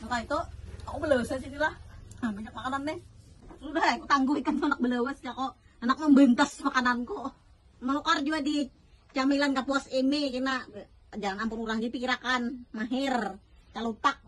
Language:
Banjar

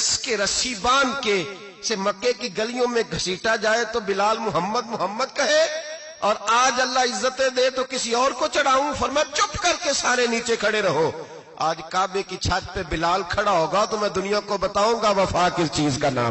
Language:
Western Panjabi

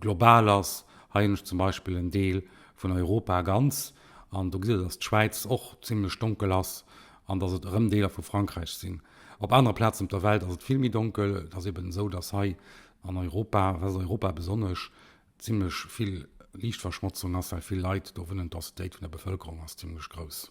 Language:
Luxembourgish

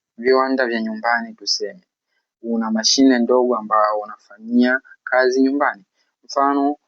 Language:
Swahili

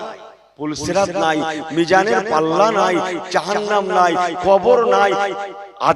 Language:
Bangla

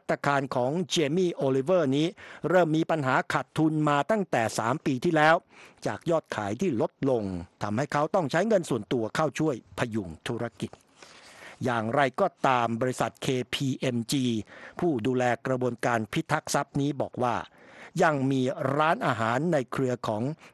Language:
Thai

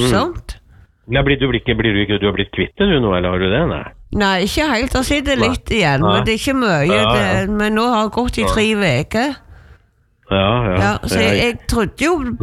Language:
Norwegian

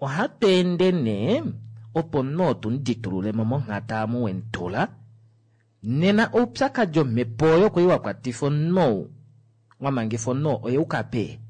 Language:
Kuanyama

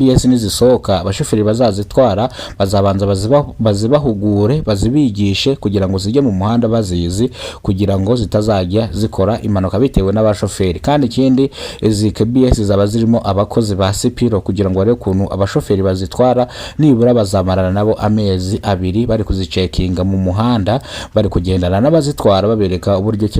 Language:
Kinyarwanda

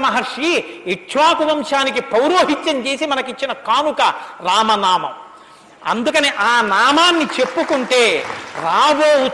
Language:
Telugu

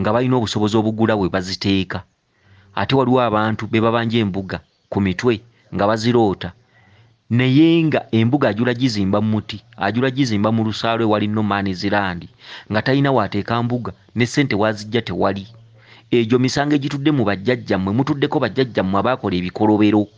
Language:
Ganda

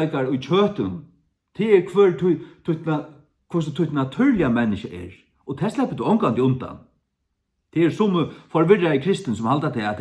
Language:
Faroese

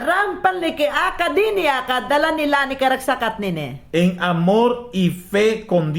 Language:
Mayangna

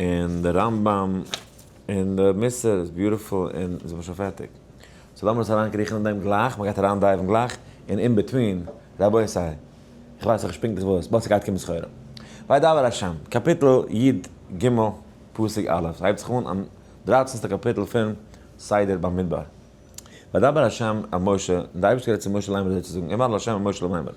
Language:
Yiddish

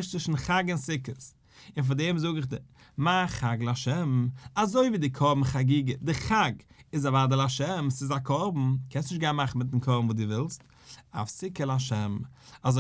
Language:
Yiddish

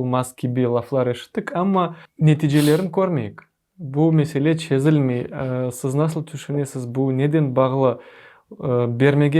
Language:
Crimean Tatar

